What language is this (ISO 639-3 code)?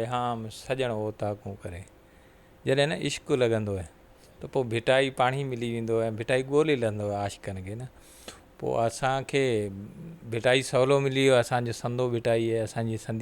snd